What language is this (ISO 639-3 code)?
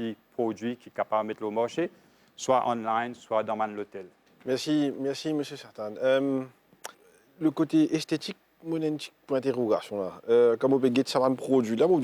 mfe